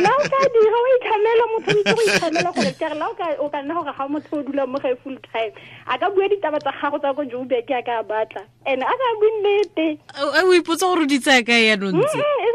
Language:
Tswana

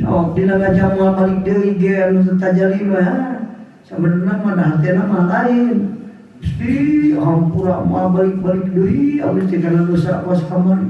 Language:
Sundanese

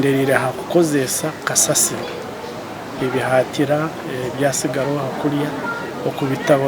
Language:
Nyankole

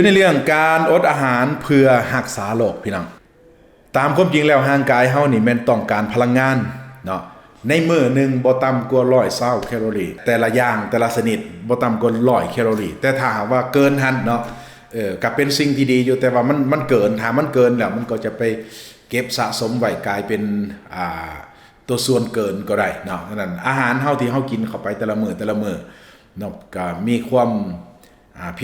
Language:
Lao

